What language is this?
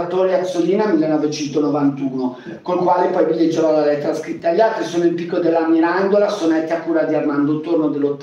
Italian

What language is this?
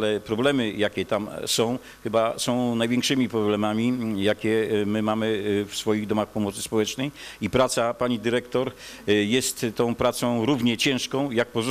Polish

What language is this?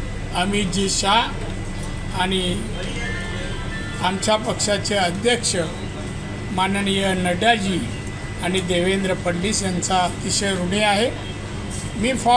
Marathi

